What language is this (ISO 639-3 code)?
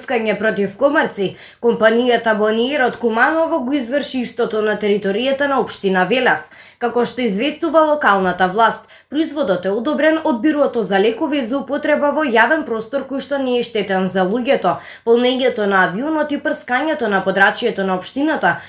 mkd